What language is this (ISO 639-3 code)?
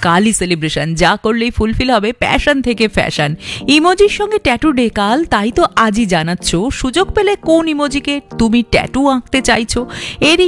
ben